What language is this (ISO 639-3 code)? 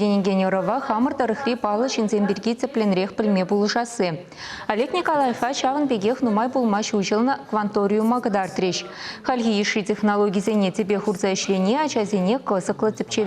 chv